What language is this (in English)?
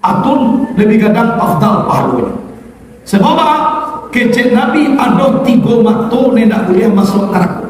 Minangkabau